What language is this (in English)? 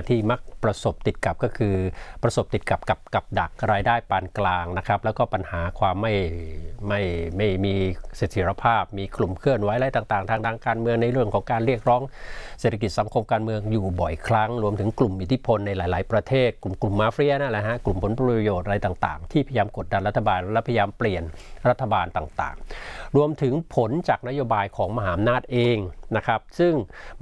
Thai